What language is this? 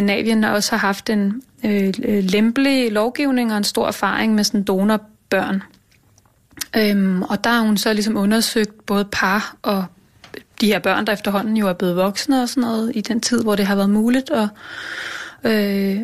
Danish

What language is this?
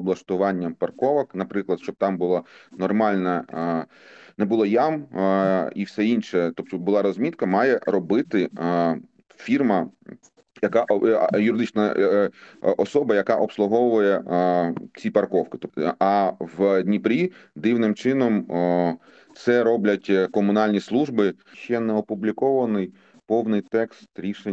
Ukrainian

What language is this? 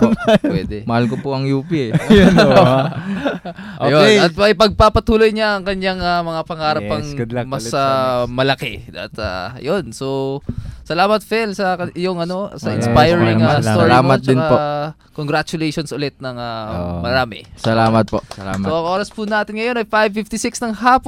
Filipino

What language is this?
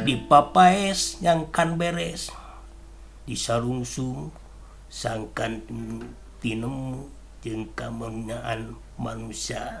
Sundanese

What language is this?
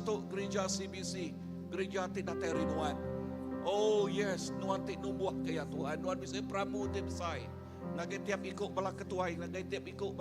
Iban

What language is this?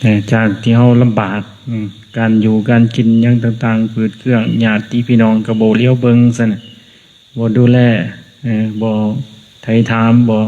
Lao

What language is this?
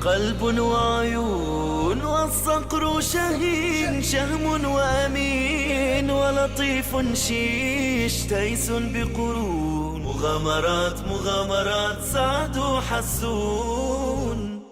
Ingush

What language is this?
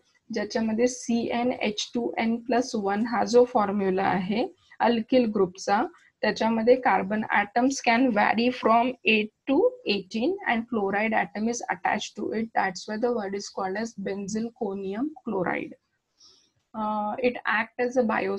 Marathi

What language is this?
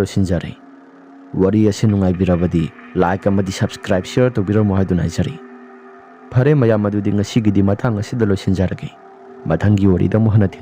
Manipuri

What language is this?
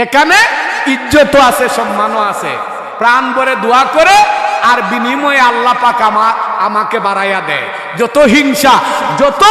Sylheti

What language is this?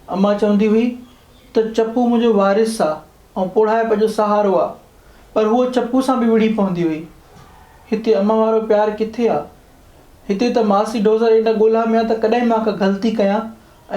Sindhi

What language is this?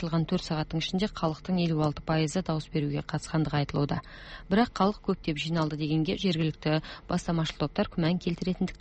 Kazakh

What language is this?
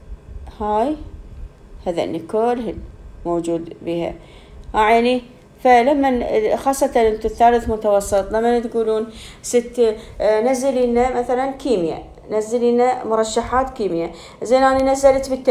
Mesopotamian Arabic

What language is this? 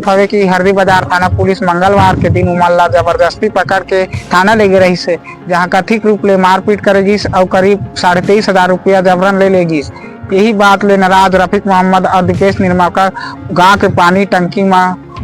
Chhattisgarhi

